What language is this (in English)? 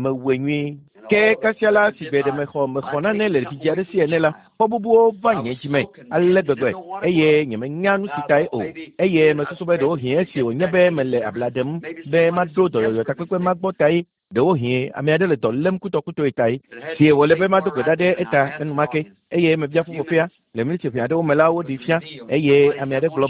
Ewe